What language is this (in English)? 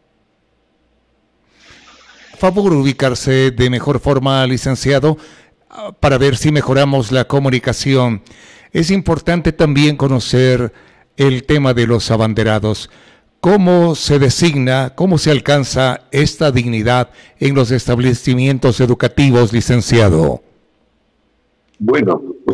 Spanish